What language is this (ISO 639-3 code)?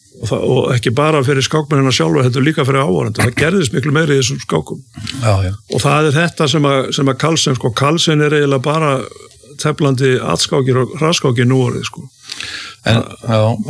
isl